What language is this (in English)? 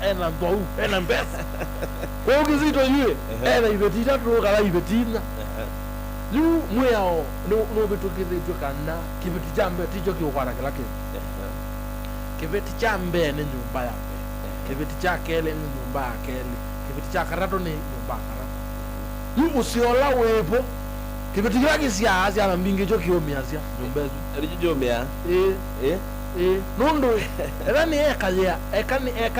Kamba